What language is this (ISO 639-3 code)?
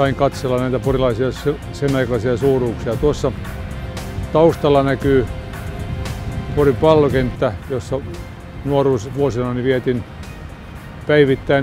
fin